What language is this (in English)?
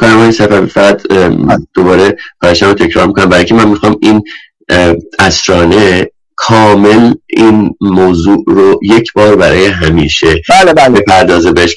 Persian